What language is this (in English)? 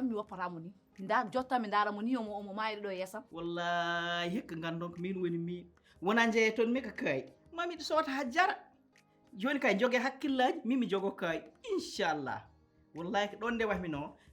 Fula